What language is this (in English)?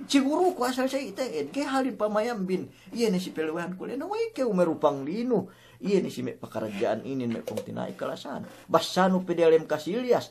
Yakan